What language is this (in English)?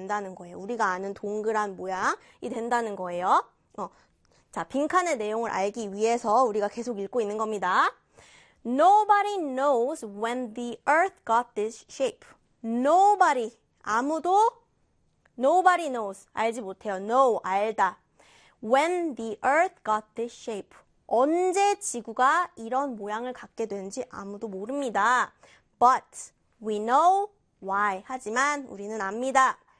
Korean